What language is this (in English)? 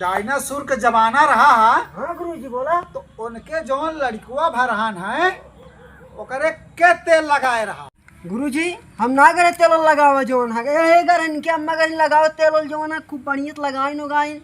Awadhi